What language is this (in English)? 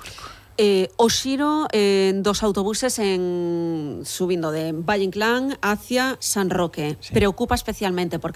Galician